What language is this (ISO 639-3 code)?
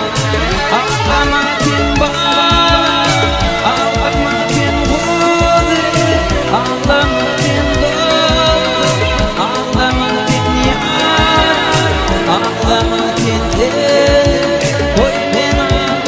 tur